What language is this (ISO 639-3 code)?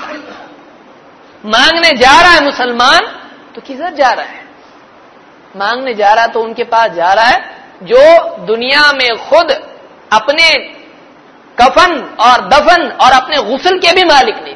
urd